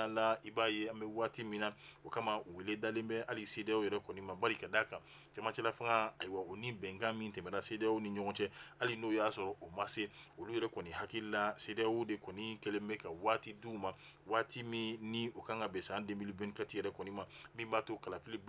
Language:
Bambara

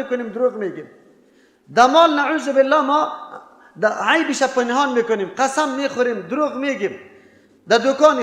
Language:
Persian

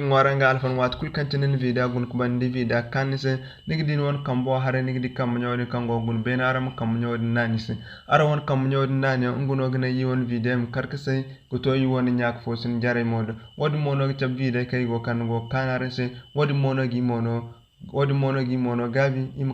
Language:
Zarma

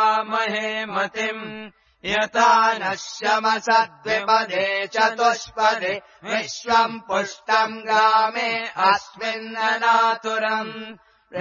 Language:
Sanskrit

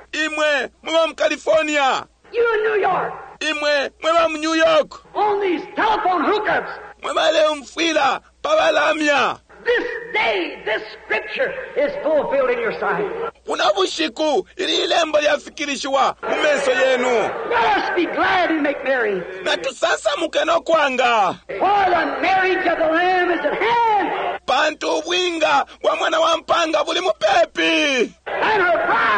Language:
Bemba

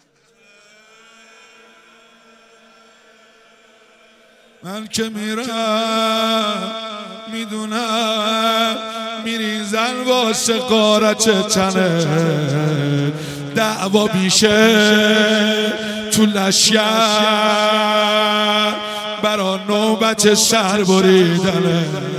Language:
Persian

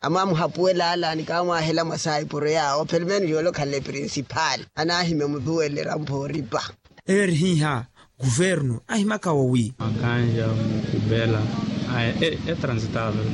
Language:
Makhuwa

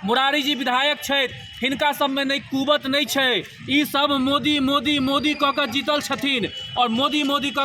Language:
Maithili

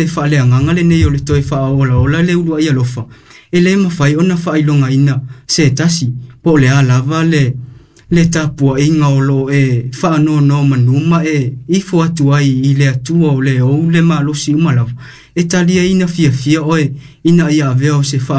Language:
Samoan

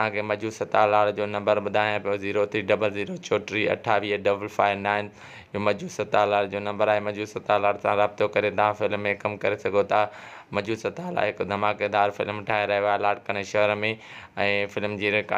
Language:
Sindhi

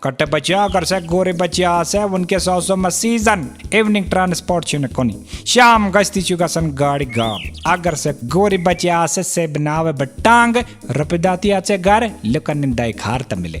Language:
Kashmiri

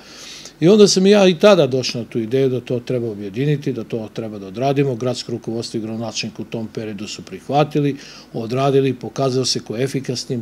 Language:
Serbian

